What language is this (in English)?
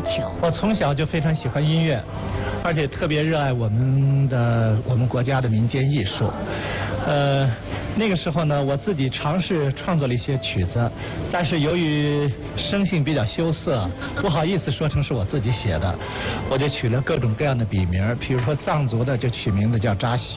Chinese